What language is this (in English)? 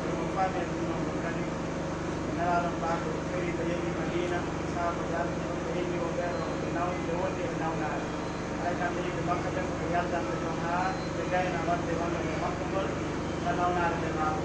Pular